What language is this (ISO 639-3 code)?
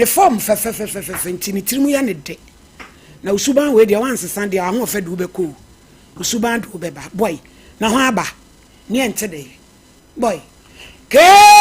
aka